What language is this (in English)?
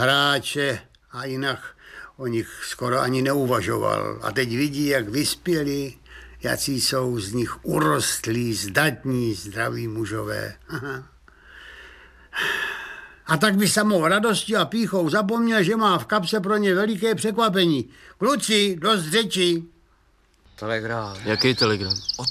Czech